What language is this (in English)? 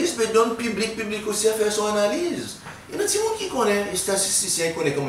Seselwa Creole French